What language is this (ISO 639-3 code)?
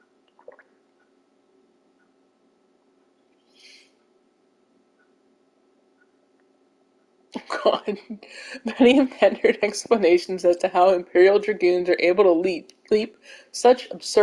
eng